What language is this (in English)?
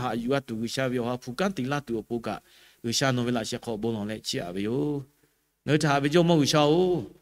Lahu